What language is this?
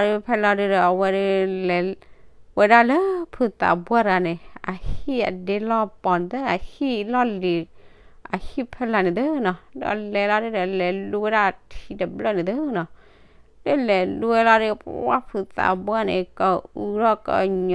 S'gaw Karen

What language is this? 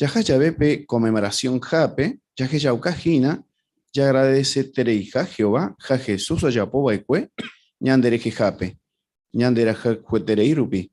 Guarani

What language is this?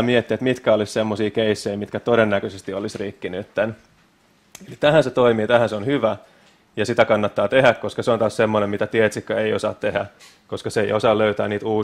Finnish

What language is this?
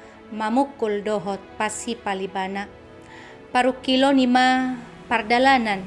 Batak Toba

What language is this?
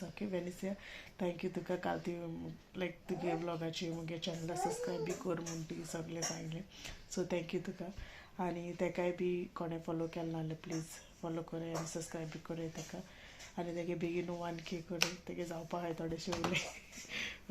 Konkani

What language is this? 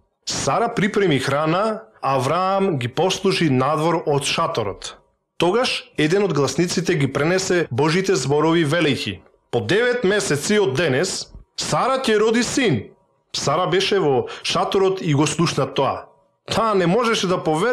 Macedonian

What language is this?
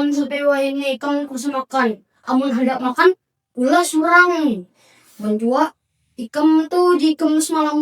Banjar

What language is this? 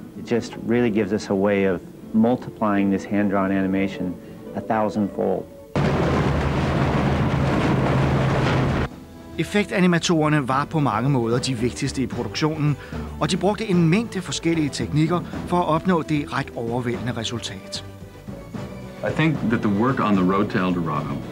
Danish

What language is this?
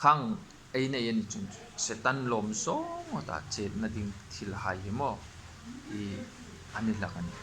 Hmar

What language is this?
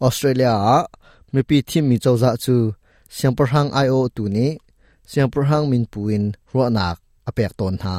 Hakha Chin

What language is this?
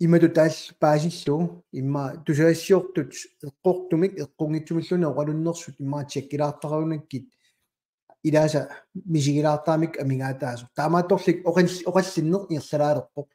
Kalaallisut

